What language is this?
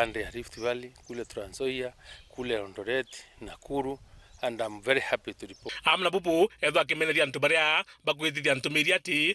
Meru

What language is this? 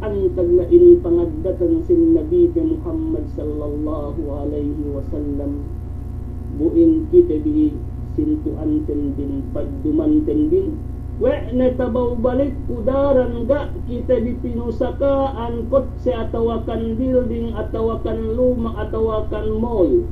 Yakan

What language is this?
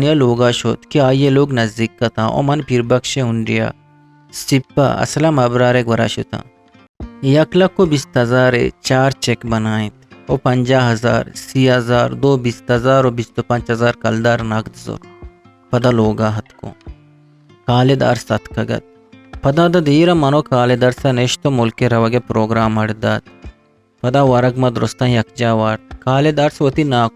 Eastern Balochi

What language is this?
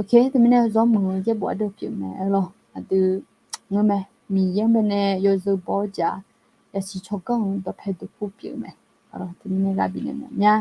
Akha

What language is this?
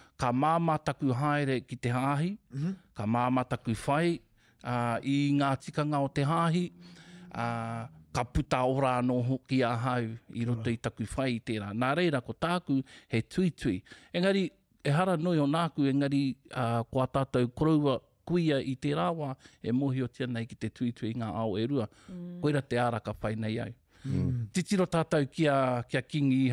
Māori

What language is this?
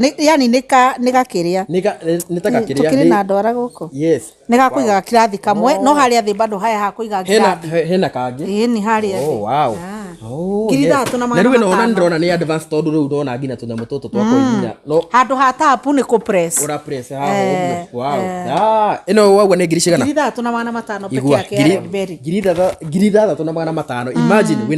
Kikuyu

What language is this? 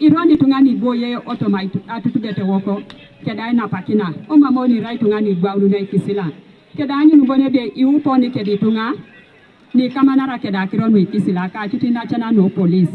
Teso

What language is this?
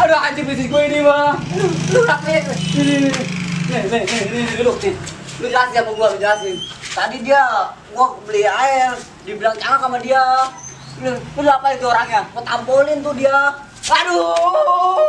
Betawi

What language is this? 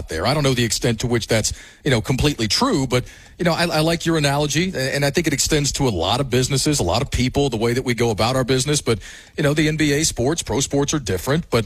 English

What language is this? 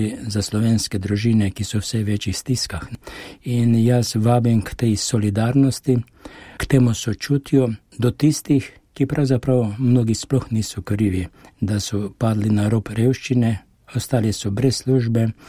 Slovenian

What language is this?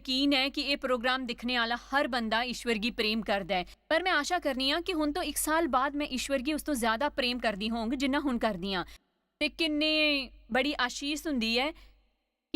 Dogri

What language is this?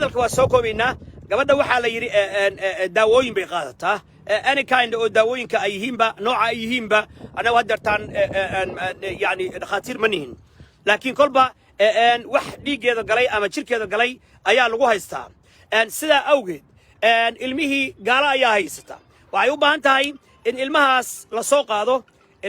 Somali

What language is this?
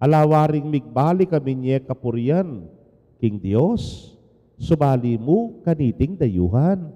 Pampanga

